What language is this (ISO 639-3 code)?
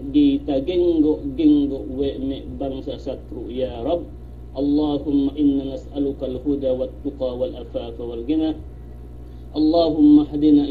yka